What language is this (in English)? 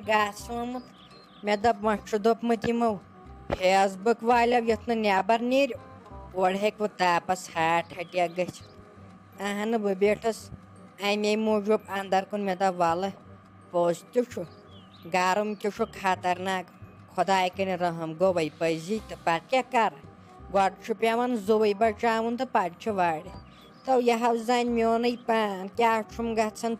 Kashmiri